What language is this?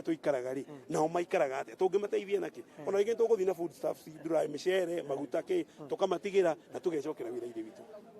Kikuyu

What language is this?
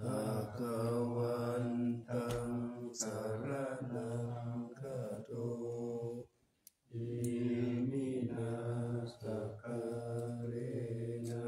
Pali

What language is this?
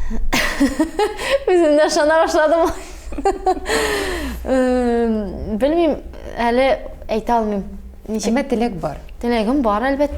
Tatar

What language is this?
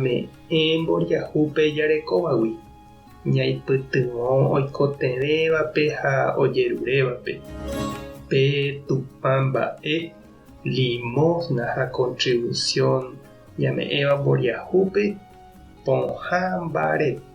Guarani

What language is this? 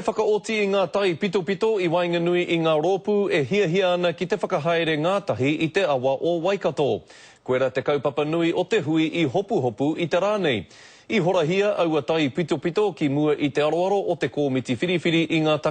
Māori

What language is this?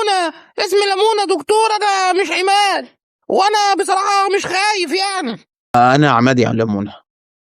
Egyptian Arabic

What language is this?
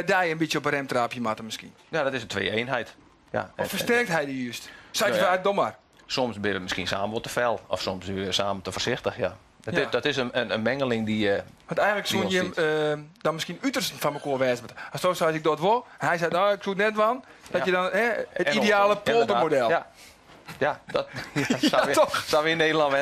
Western Frisian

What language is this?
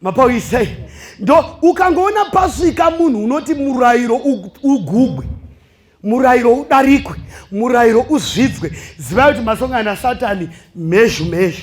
Shona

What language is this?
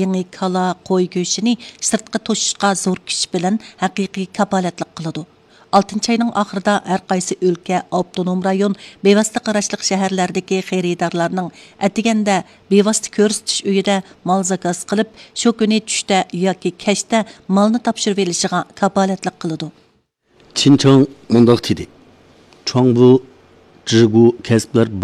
Uyghur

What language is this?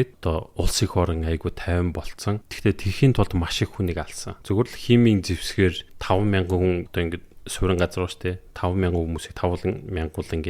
Mongolian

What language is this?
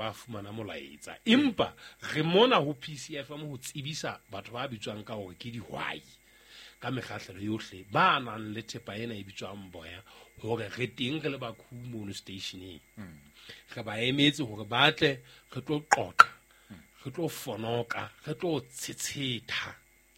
Southern Sotho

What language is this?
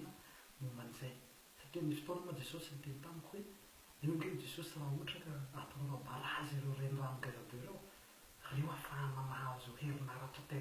Malagasy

